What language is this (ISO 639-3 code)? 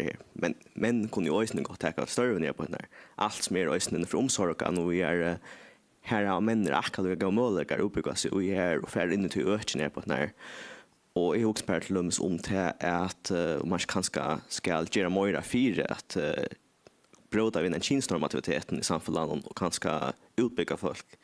fao